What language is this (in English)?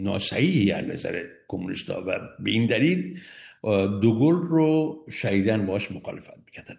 Persian